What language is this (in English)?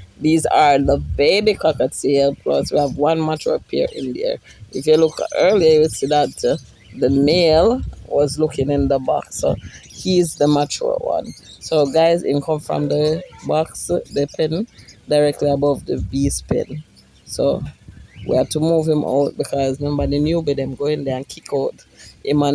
Jamaican Creole English